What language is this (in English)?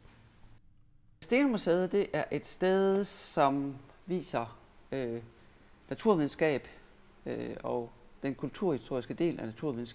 Danish